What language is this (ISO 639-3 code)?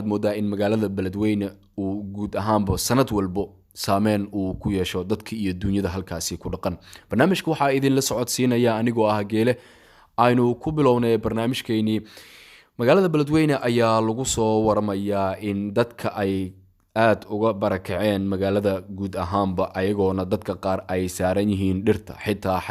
som